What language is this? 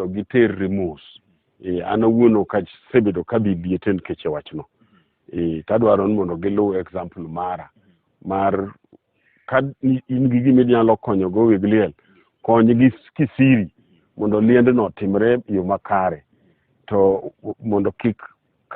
Luo (Kenya and Tanzania)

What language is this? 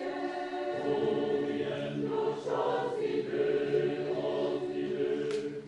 Hungarian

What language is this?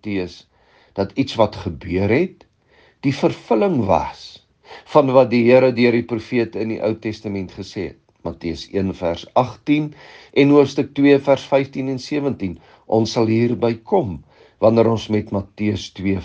Afrikaans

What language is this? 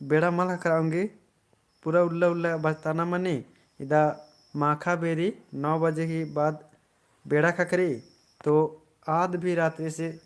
Kurukh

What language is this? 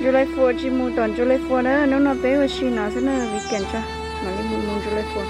Hmong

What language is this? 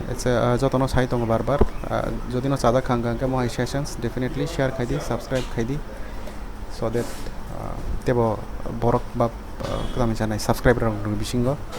Kok Borok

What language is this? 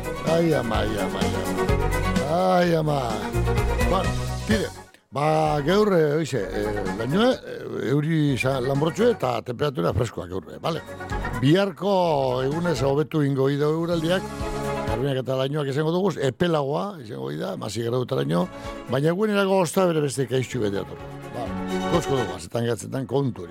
Basque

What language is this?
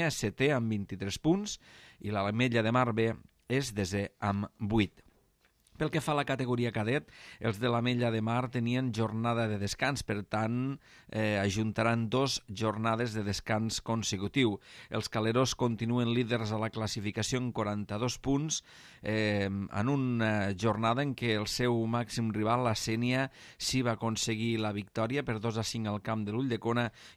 Catalan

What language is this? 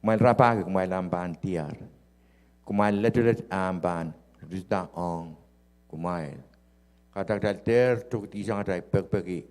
Pohnpeian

